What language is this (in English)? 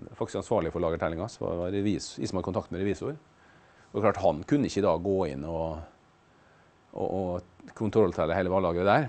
Norwegian